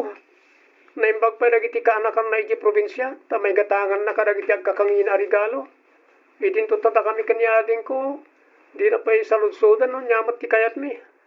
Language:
Iloko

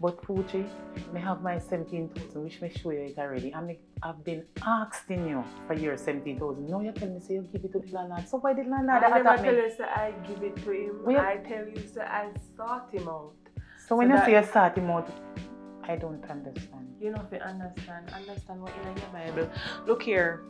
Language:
Jamaican Creole English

